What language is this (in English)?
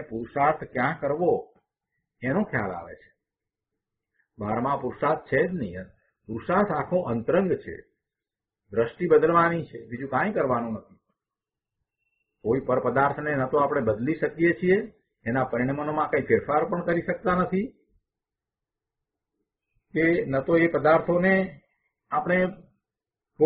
Gujarati